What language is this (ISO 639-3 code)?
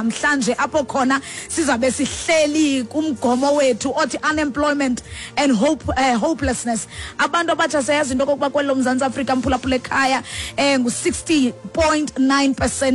xho